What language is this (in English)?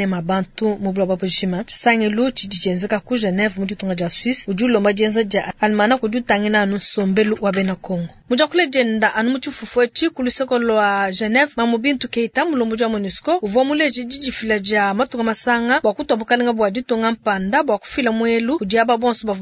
Luba-Lulua